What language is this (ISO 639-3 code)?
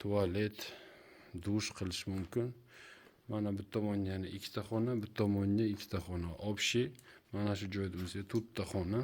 uzb